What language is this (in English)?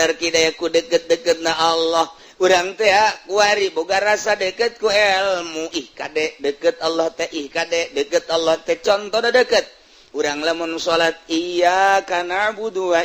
Sundanese